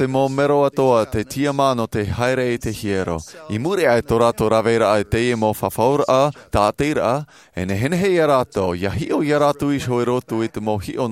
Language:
Tahitian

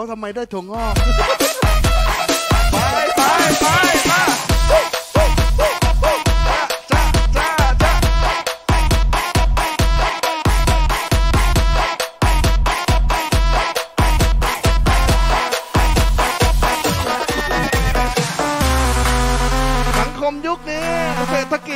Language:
Thai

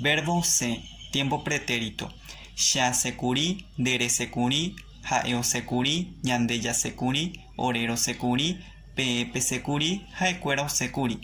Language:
Guarani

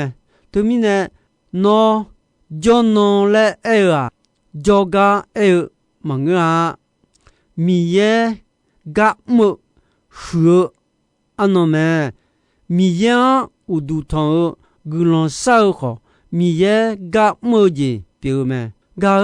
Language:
Akha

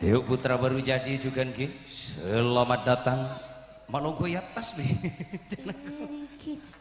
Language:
Madurese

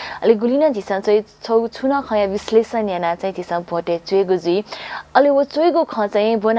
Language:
Newari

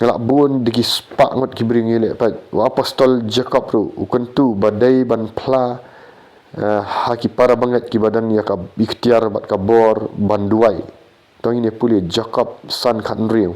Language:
Khasi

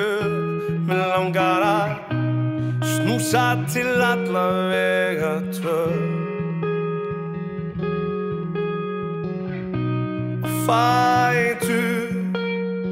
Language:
Icelandic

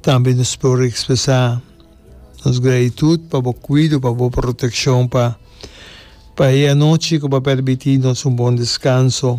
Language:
Papiamento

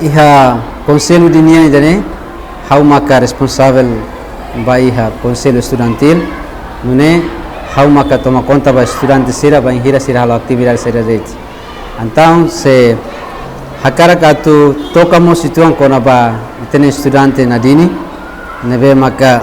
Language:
Tetum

